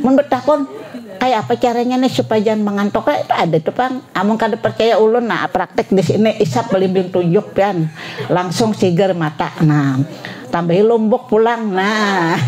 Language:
Banjar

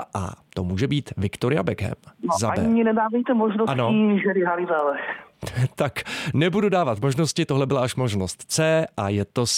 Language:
Czech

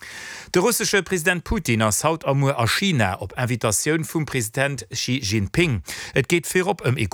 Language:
Luxembourgish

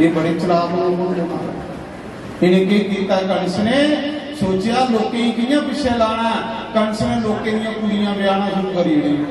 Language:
Dogri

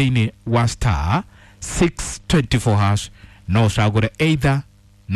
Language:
Kikuyu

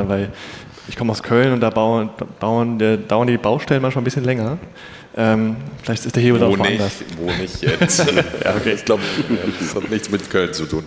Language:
German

